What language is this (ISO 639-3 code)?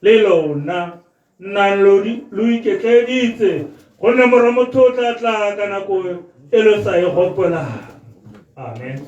tsn